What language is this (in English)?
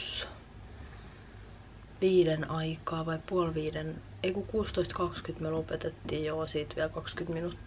Finnish